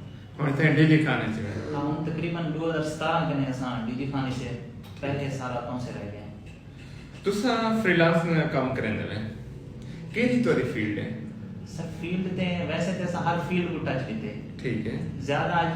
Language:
Saraiki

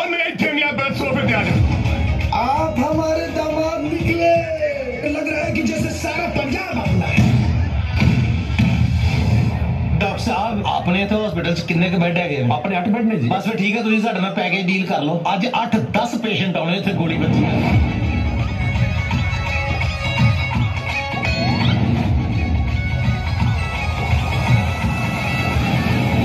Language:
Punjabi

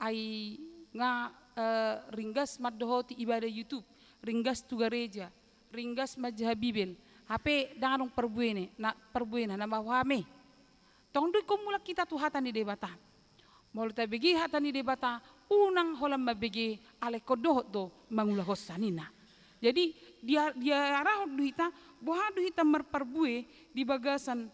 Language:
Batak Toba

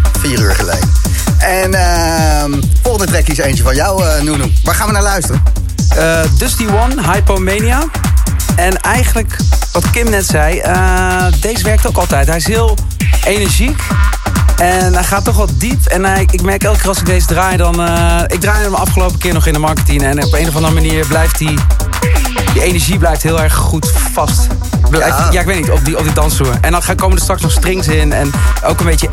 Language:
Dutch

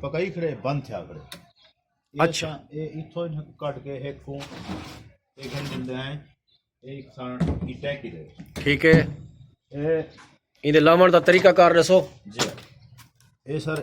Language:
Saraiki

